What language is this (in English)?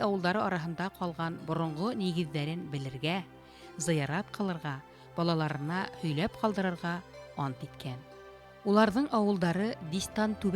Bashkir